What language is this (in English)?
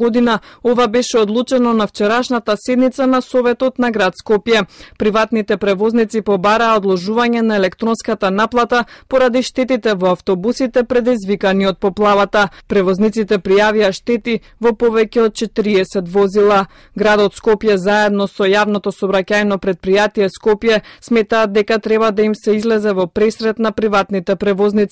Macedonian